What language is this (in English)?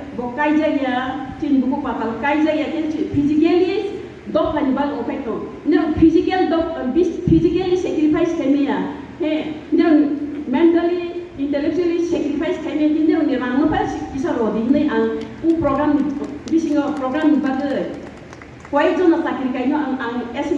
Riang (India)